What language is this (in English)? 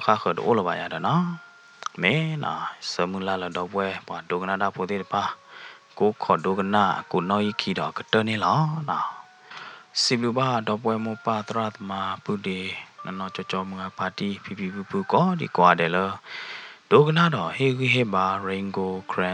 S'gaw Karen